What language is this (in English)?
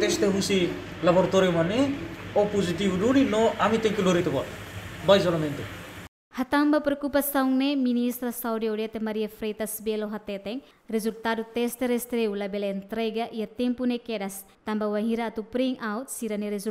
Tetum